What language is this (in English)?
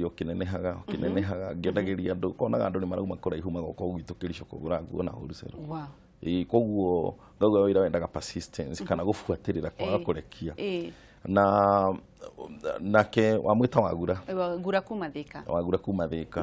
Kikuyu